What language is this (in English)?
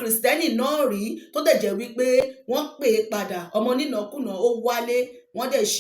Yoruba